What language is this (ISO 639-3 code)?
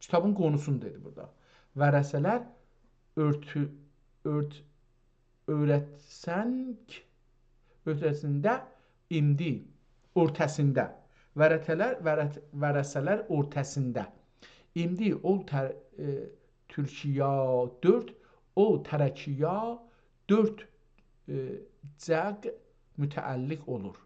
azb